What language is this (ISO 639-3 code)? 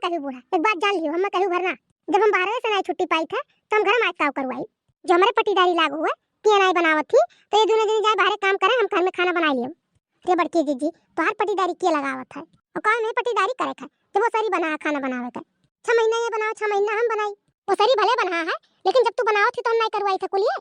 awa